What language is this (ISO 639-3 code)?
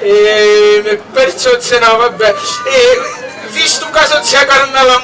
scn